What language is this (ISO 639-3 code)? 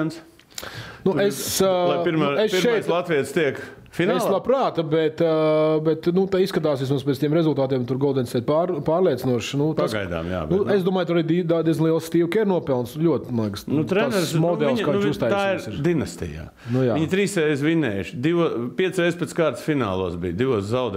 lav